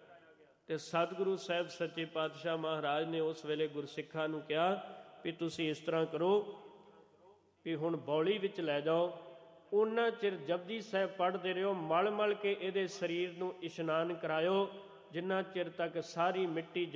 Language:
Punjabi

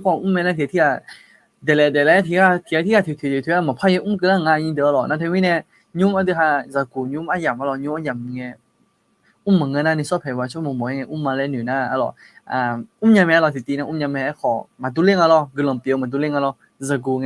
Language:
Akha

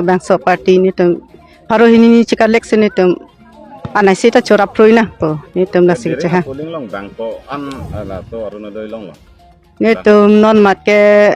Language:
Karbi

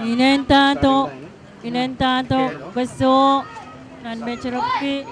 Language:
Pohnpeian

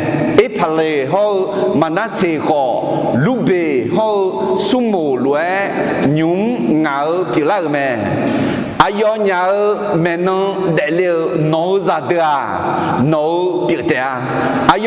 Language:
Akha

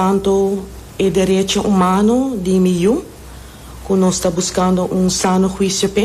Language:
Papiamento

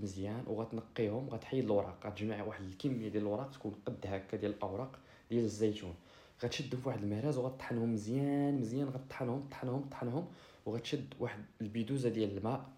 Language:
Moroccan Arabic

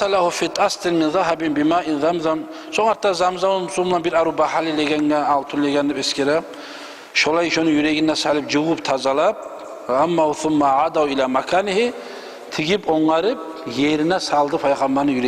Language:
Kumyk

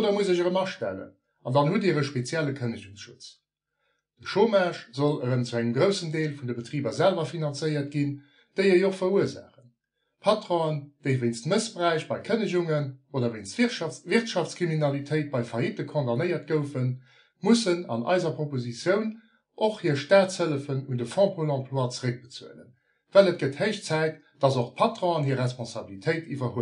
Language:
Luxembourgish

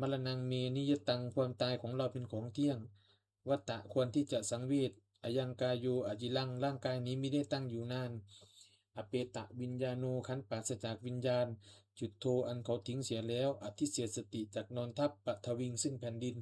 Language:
Pali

